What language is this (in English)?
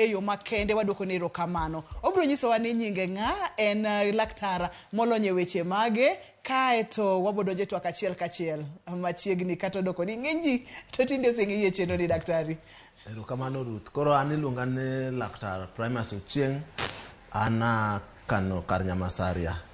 Luo (Kenya and Tanzania)